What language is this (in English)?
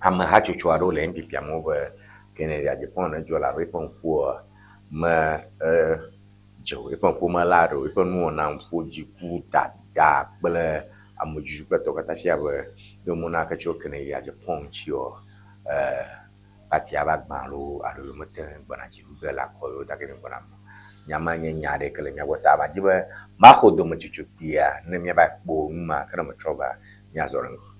Ewe